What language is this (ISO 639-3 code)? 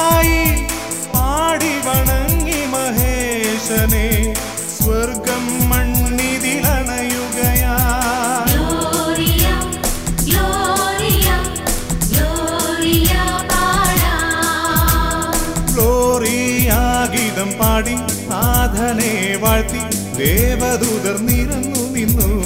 mal